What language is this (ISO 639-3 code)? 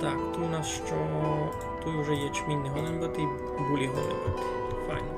rue